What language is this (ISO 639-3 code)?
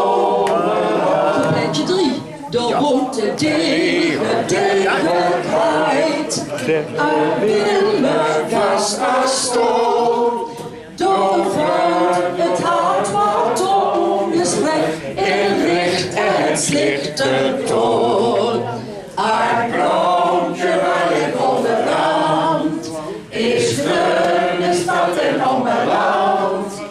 lim